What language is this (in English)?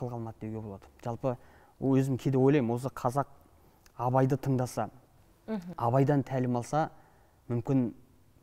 Kazakh